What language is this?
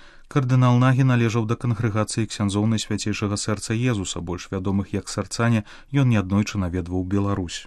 Belarusian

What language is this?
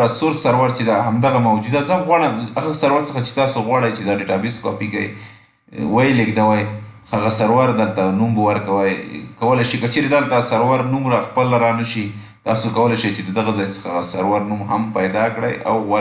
Pashto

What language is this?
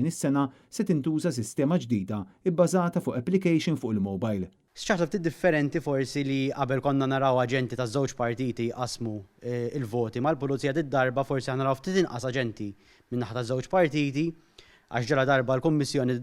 Maltese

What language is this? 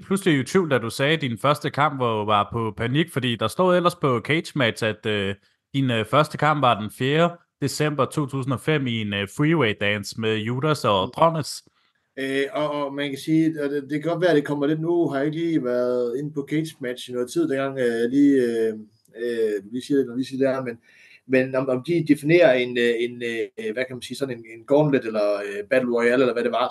Danish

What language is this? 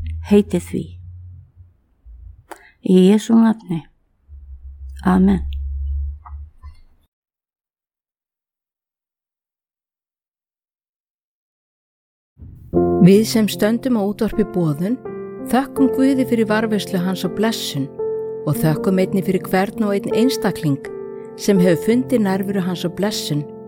Icelandic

